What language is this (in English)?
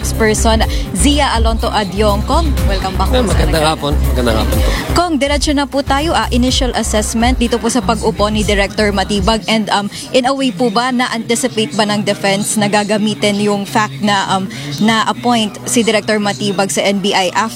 Filipino